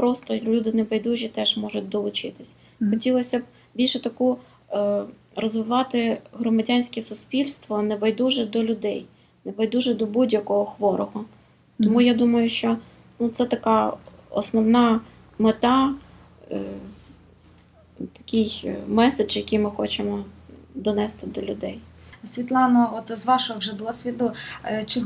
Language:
Ukrainian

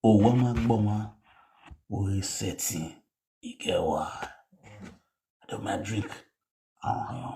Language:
Nigerian Pidgin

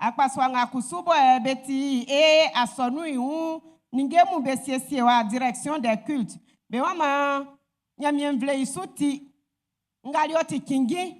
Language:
Baoulé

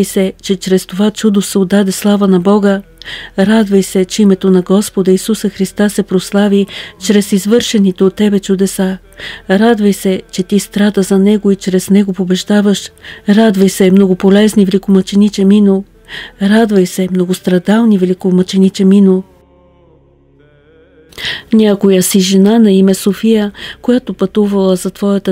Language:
Bulgarian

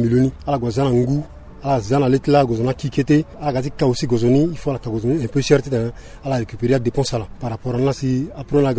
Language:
Sango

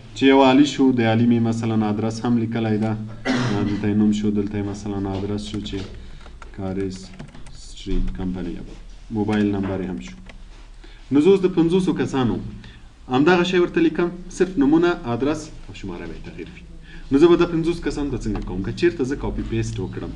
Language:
Pashto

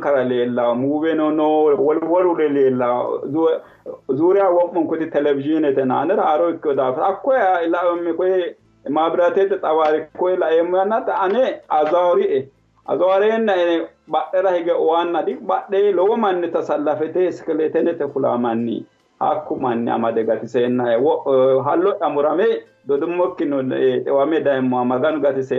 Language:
Sidamo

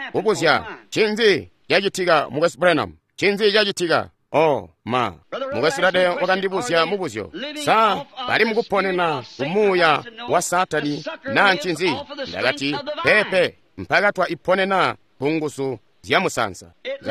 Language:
Tonga (Zambia)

